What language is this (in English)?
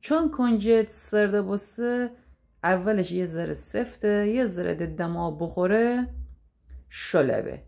Gilaki